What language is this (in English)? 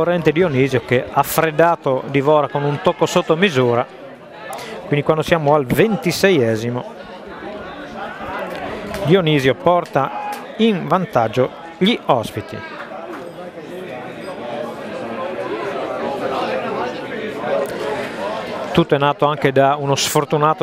Italian